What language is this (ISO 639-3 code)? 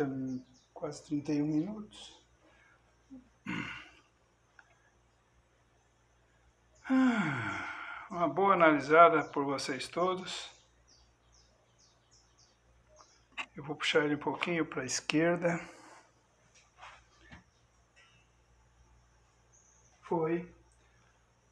por